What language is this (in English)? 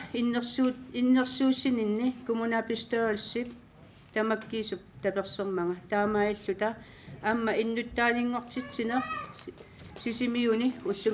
Kalaallisut